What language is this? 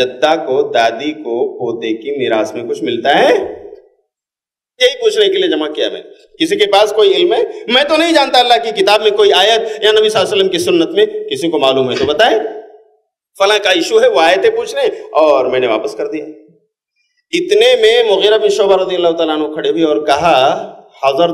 Urdu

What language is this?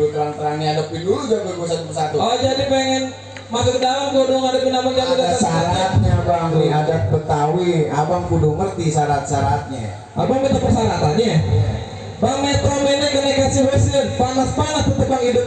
Betawi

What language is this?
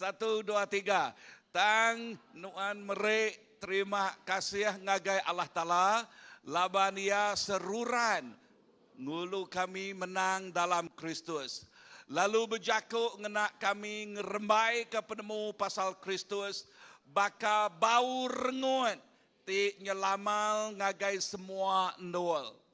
Iban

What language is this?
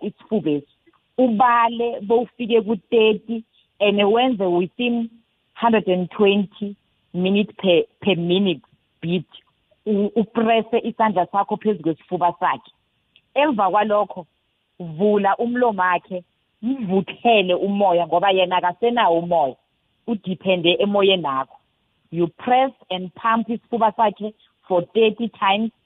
South Ndebele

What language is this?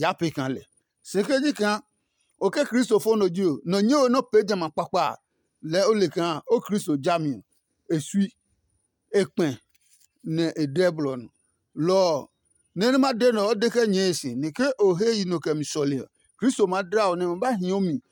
Adangme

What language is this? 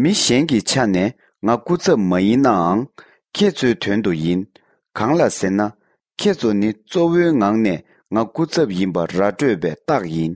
Tibetan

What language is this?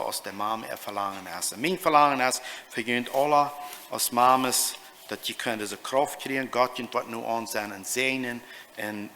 Plautdietsch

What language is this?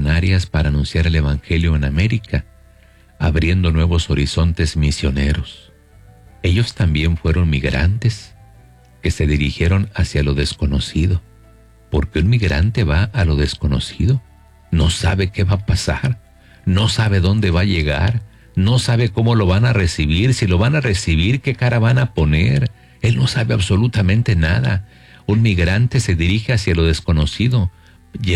Spanish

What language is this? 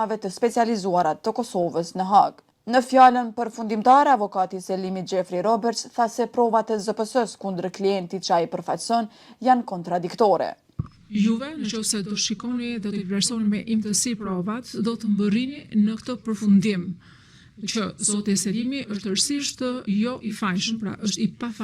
Albanian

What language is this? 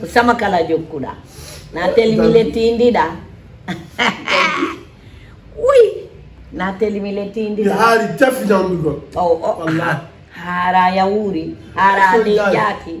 Fula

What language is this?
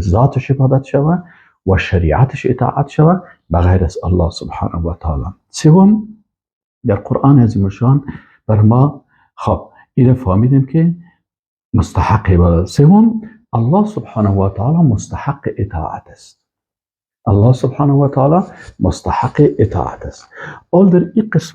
Persian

